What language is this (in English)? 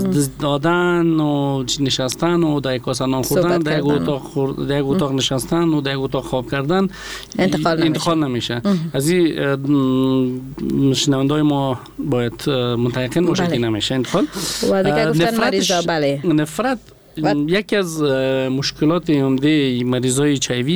Persian